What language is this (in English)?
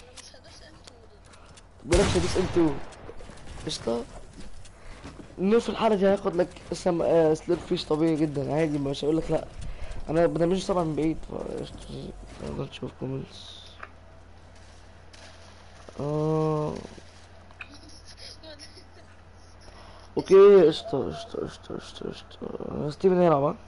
Egyptian Arabic